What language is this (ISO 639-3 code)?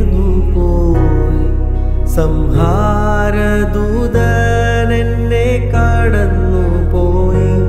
mal